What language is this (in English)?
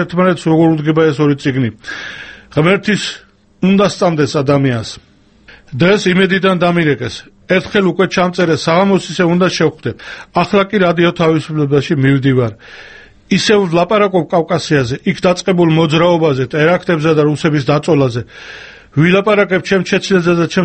Georgian